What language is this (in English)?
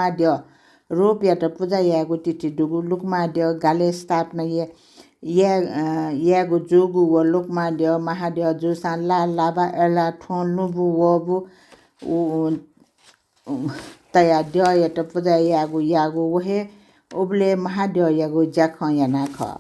Newari